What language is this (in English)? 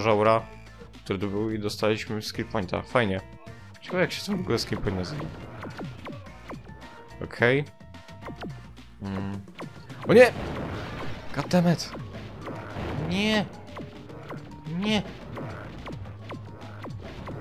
Polish